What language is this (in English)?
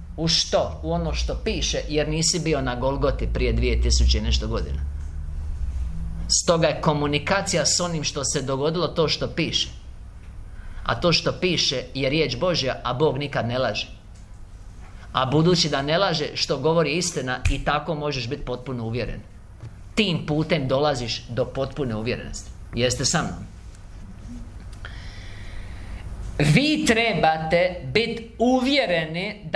Croatian